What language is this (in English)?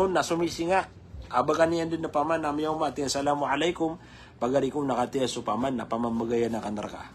Maranao